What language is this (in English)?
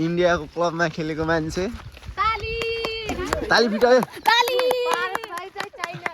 Nepali